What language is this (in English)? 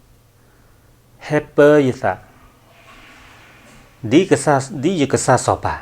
S'gaw Karen